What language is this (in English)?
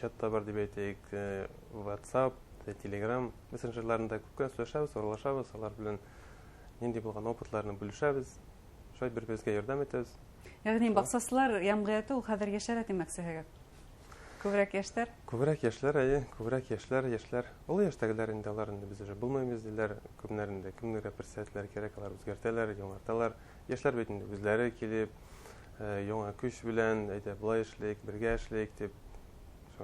Bashkir